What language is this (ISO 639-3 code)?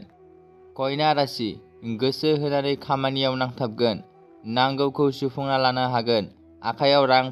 brx